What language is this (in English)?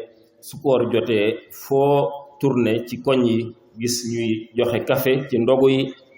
Wolof